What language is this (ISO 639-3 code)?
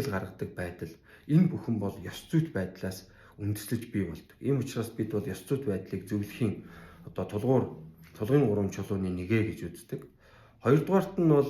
mon